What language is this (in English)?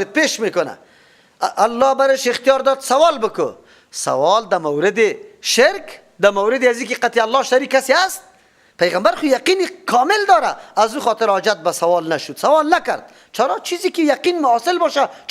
Persian